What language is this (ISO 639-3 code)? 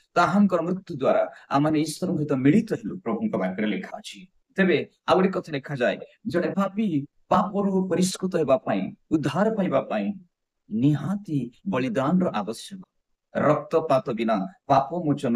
ori